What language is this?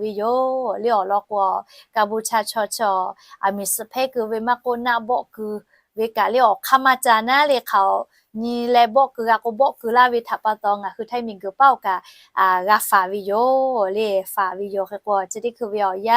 Lahu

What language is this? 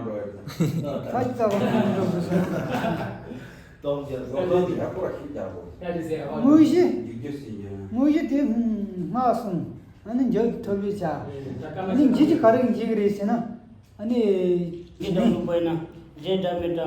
Tibetan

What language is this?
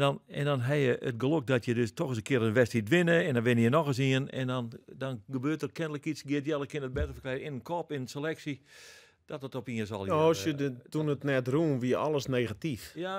Western Frisian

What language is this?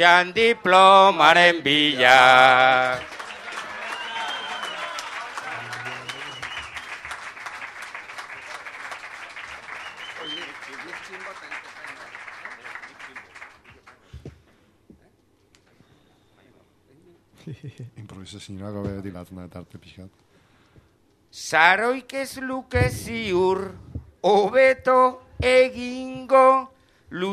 Basque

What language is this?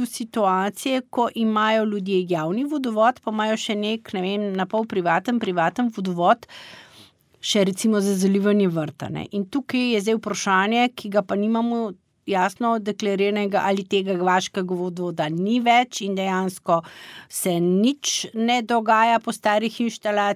Slovenian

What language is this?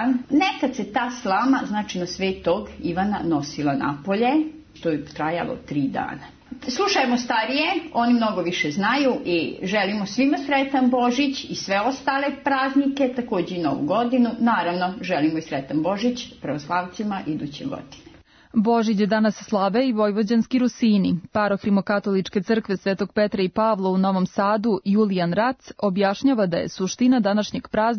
Serbian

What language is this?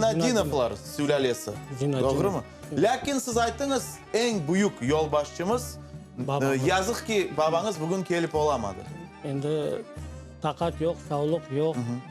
Crimean Tatar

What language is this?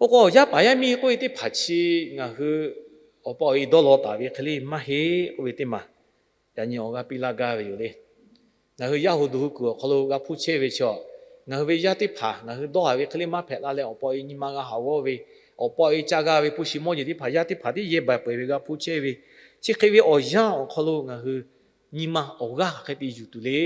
Lahu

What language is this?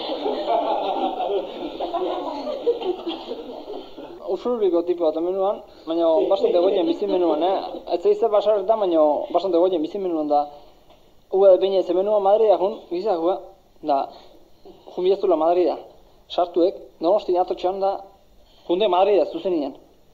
Basque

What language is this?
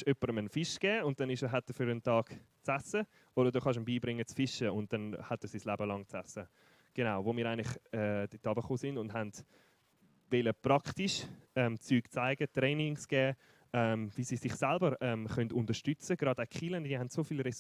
Swiss German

